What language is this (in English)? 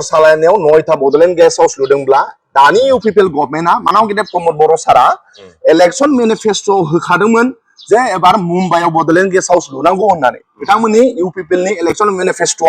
Bodo